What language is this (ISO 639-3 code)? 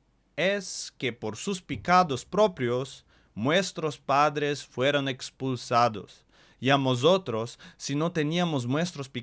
lad